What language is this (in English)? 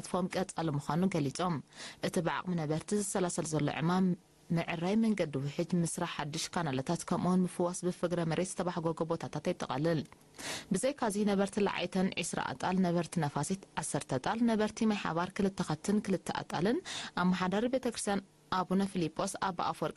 Tigrinya